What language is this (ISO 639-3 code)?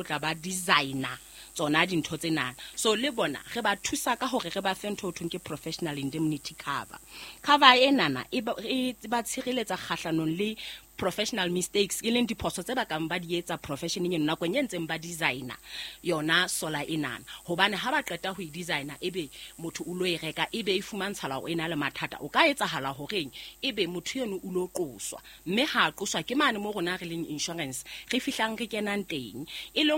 sot